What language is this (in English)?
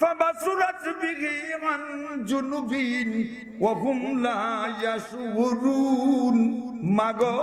Sylheti